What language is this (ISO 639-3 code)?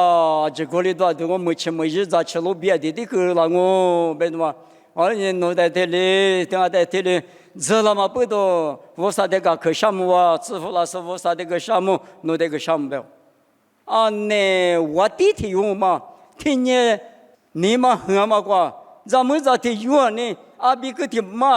lis